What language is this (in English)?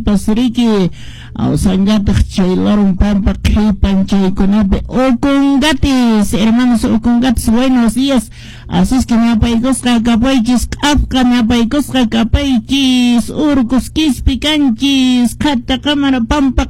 Quechua